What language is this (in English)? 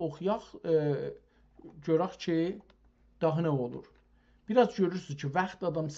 South Azerbaijani